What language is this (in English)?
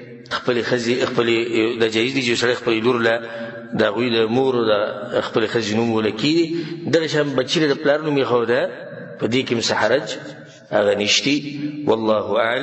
Pashto